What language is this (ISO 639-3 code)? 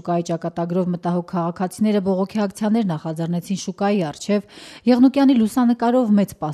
hye